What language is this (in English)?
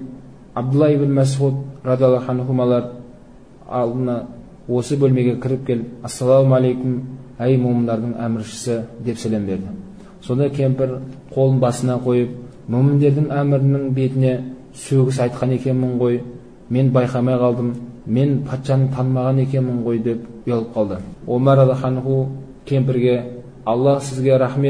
Kazakh